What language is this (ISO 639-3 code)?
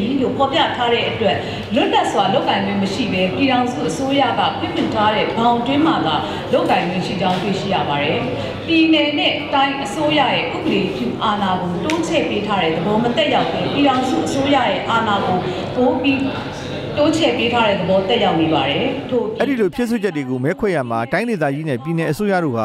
mya